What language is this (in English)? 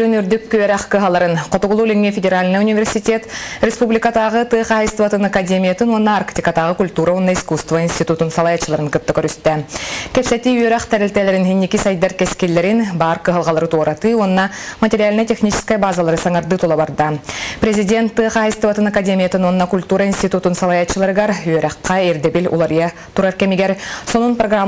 Yakut